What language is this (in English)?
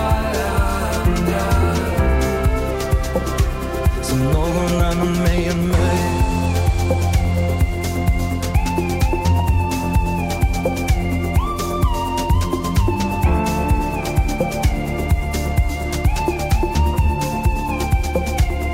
Swedish